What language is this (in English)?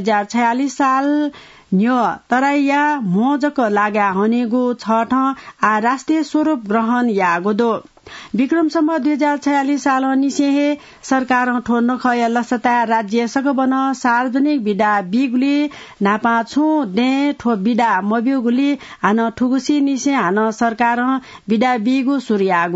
Newari